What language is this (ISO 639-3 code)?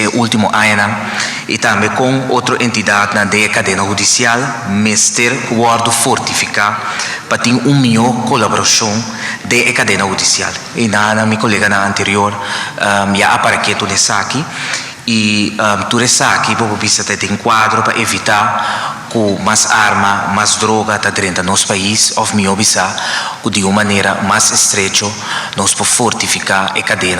pap